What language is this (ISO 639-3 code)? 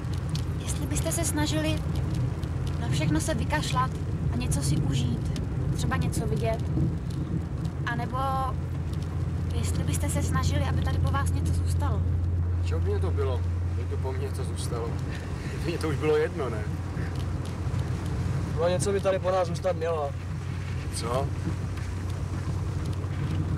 ces